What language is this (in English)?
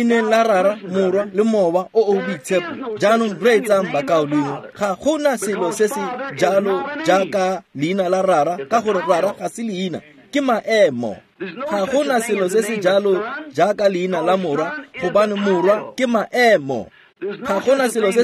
Tswana